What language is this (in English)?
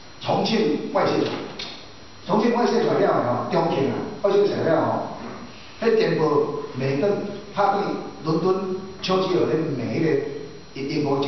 Min Nan Chinese